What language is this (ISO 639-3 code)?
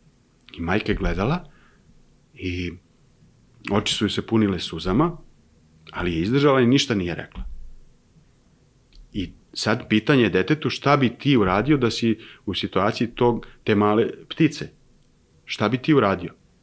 srp